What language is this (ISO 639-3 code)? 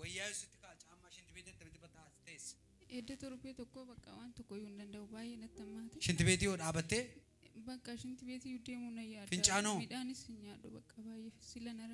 orm